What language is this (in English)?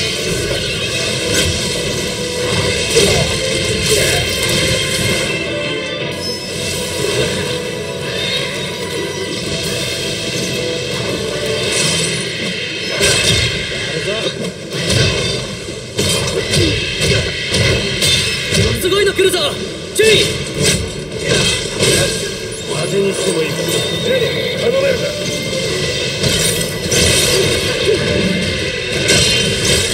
Japanese